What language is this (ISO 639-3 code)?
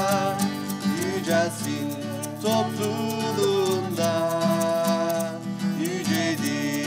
tur